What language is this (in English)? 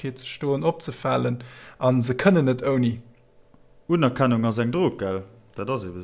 Luxembourgish